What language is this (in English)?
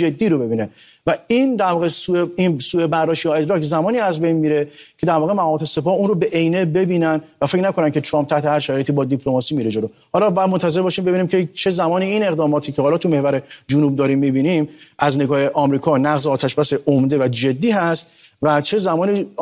Persian